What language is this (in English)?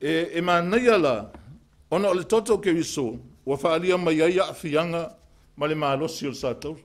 Samoan